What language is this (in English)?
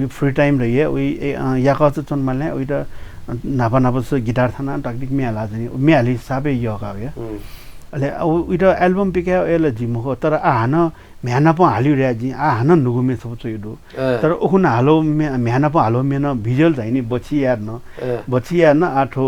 Newari